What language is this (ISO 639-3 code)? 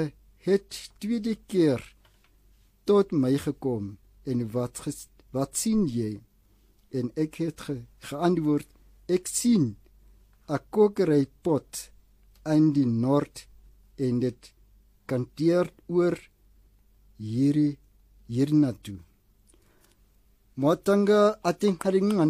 afr